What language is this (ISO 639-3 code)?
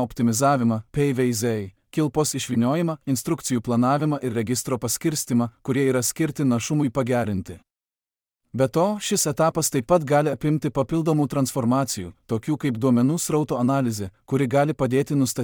lit